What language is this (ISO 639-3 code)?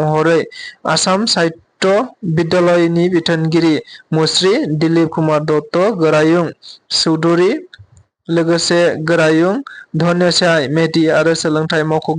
brx